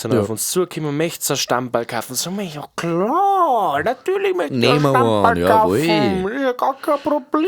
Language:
Bavarian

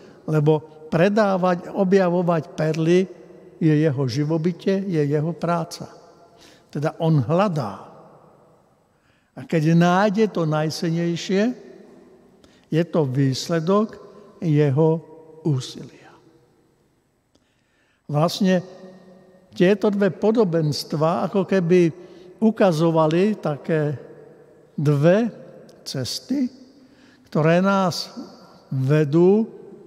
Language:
Slovak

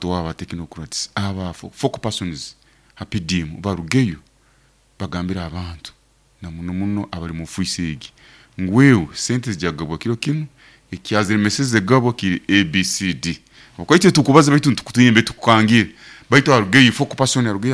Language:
Nyoro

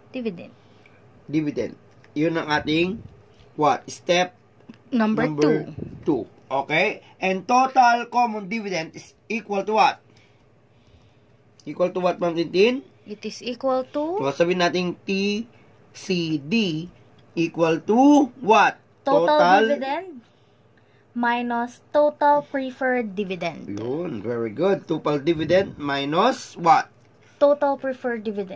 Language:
Filipino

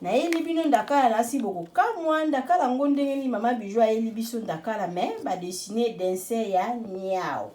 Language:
Lingala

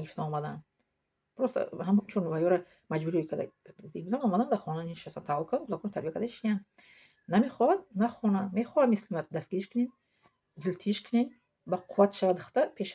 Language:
Tajik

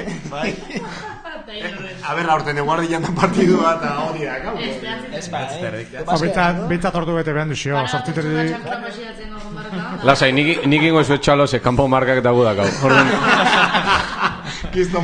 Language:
Basque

